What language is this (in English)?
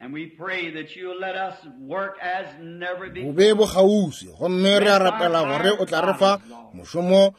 Northern Sotho